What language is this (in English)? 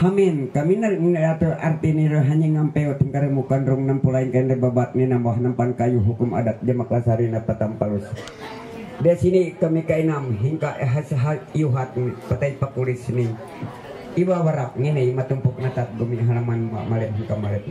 Ma'anyan